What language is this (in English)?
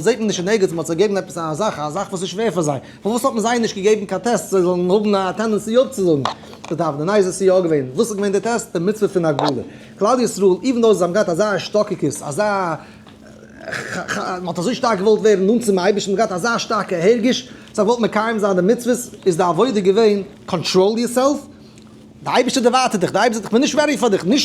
Yiddish